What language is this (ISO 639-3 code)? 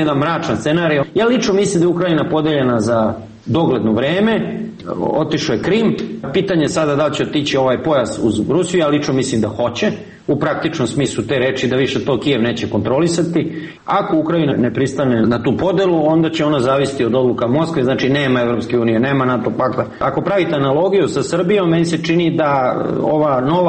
srp